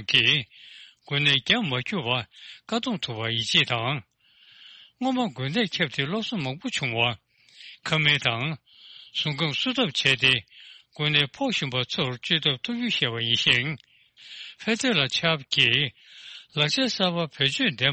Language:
Tibetan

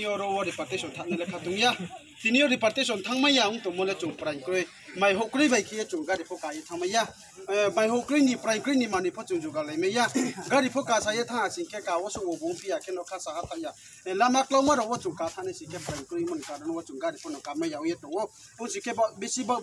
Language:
Riang (India)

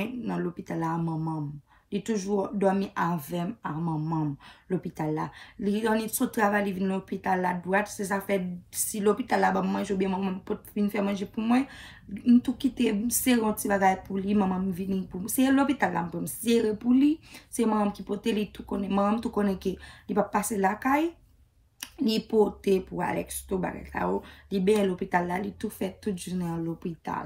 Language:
Haitian Creole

